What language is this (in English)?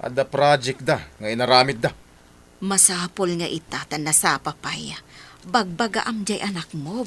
Iloko